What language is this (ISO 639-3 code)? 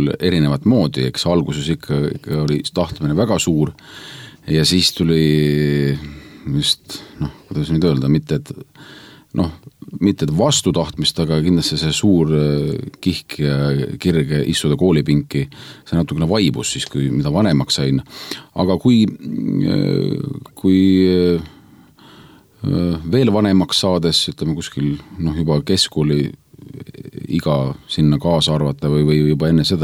est